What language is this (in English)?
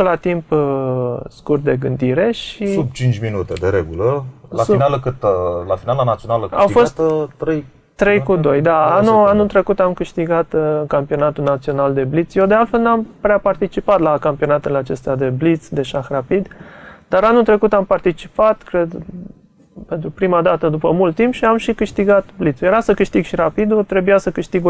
Romanian